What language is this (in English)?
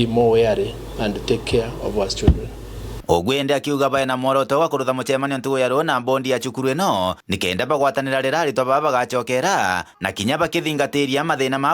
Meru